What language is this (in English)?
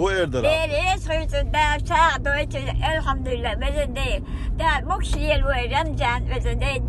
Chechen